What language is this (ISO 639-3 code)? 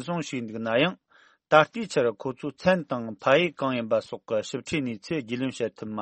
bod